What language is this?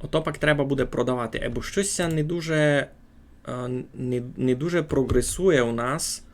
Rusyn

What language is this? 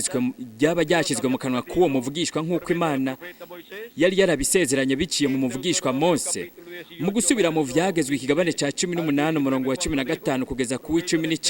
Rundi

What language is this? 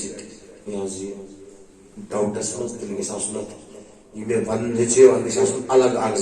Kashmiri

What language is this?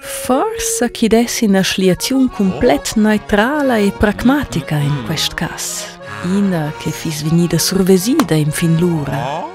Romansh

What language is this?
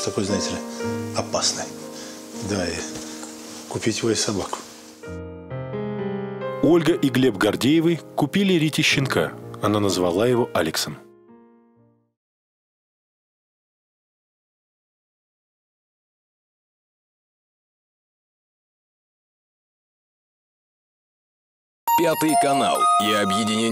Russian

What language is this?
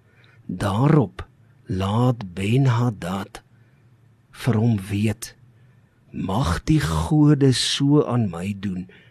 Afrikaans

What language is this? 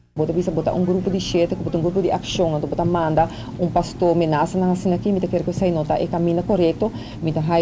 Papiamento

